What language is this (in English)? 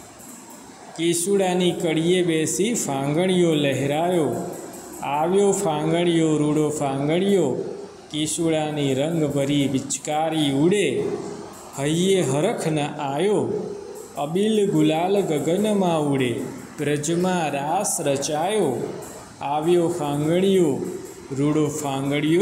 Gujarati